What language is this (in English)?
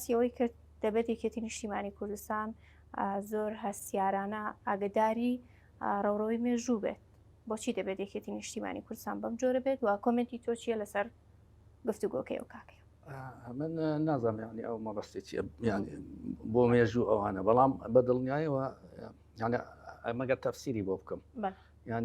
Central Kurdish